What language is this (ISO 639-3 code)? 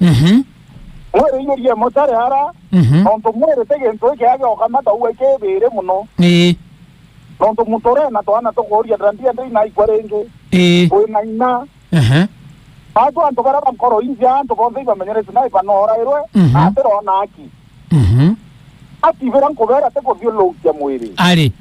mer